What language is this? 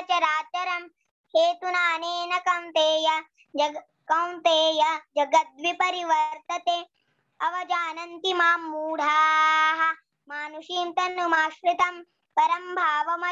Sanskrit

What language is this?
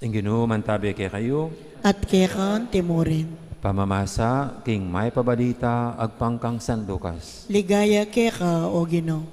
Pampanga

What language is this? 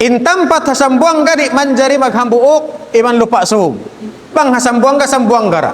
Tausug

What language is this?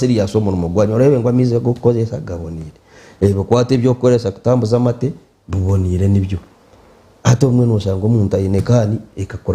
Nyankole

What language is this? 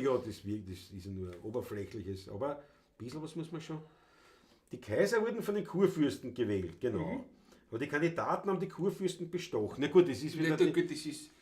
Bavarian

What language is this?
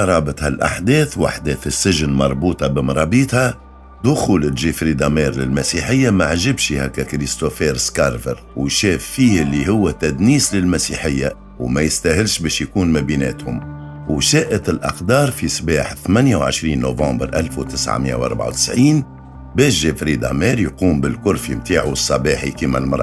Tunisian Arabic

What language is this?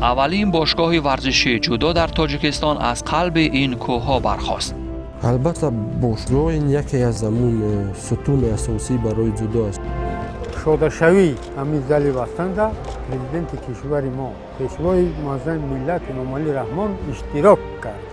Tajik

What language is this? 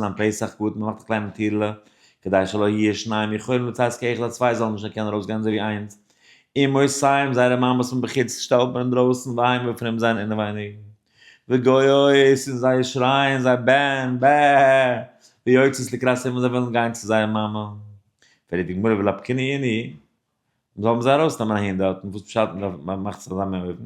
Yiddish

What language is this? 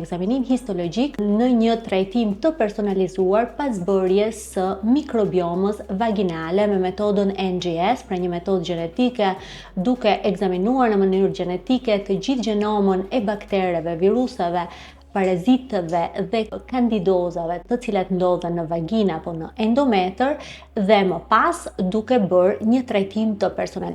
Albanian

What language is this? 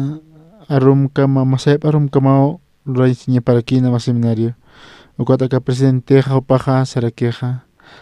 Aymara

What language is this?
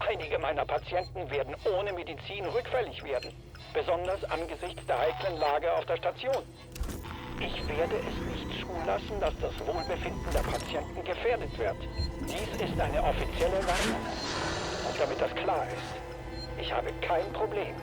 Bavarian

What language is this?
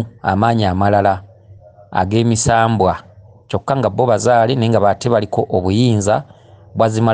Ganda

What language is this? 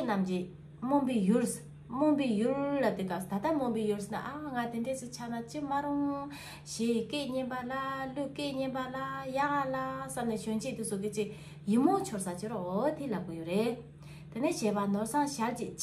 Tibetan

